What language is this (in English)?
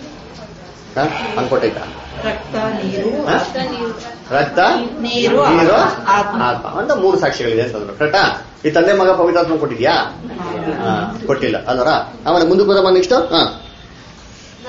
Kannada